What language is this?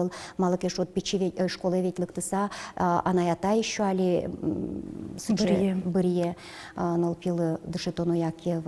Udmurt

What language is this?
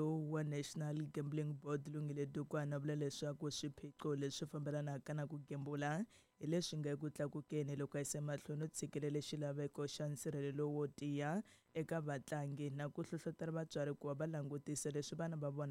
Tsonga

